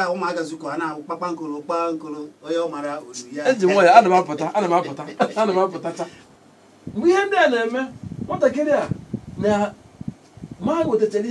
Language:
Igbo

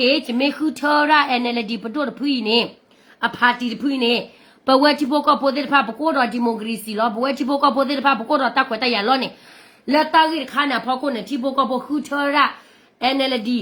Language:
S'gaw Karen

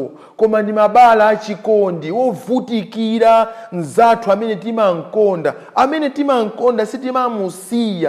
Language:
Nyanja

